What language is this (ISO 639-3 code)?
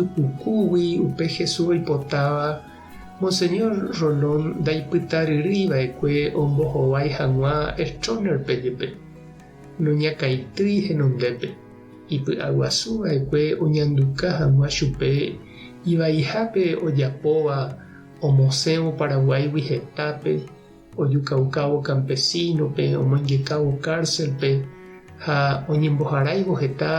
grn